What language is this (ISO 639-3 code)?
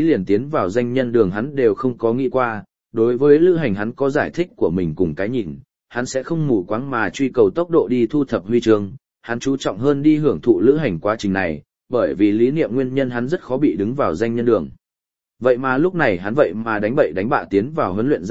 vie